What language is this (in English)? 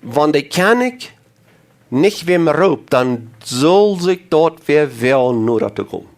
Plautdietsch